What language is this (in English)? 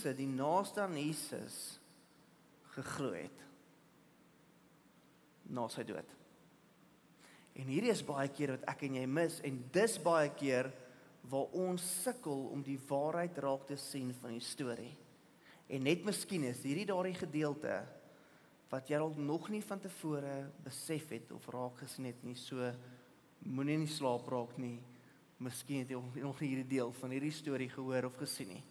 Afrikaans